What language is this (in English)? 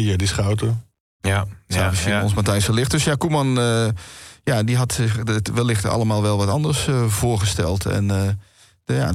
Dutch